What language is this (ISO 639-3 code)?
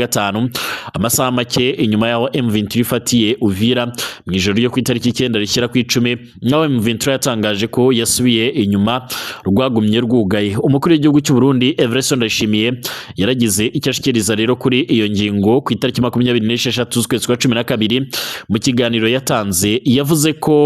run